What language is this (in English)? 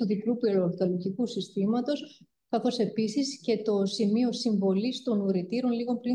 Greek